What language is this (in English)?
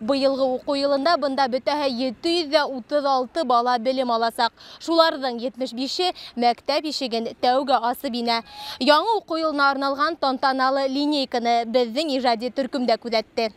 Bashkir